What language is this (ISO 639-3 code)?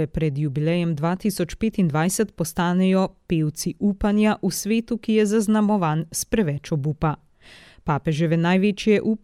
slv